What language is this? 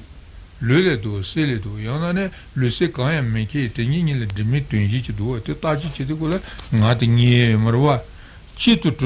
Tibetan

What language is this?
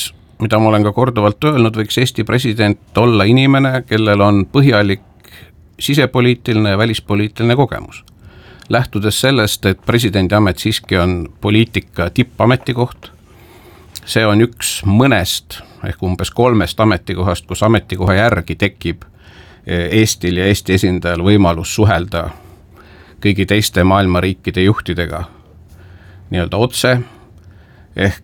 Estonian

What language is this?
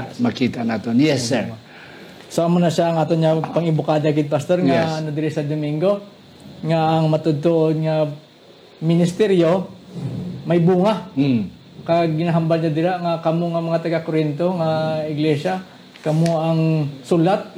Hiligaynon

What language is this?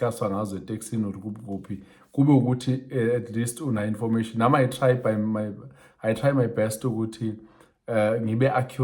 Zulu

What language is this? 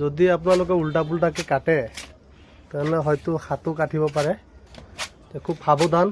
Assamese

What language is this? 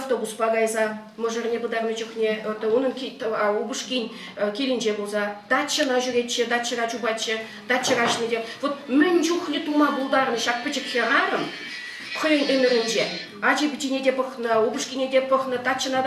Chuvash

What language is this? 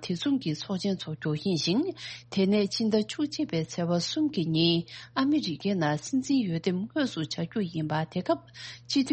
Tibetan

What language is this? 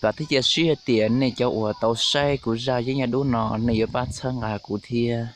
Hmong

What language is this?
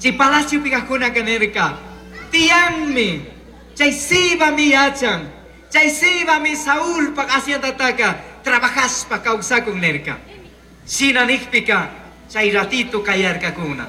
Chimborazo Highland Quichua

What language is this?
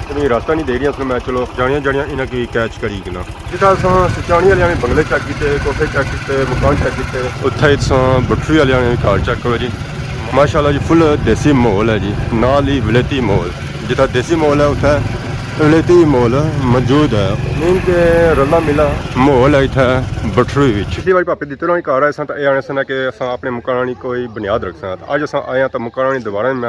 Pahari-Potwari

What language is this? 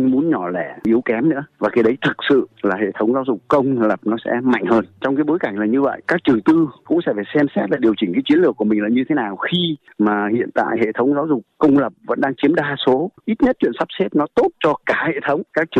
Vietnamese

